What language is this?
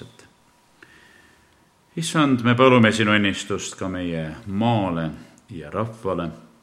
Estonian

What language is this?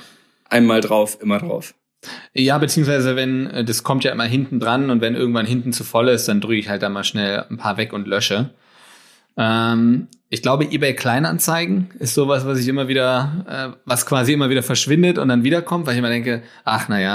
German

